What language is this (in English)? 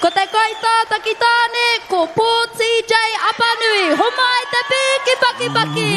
Māori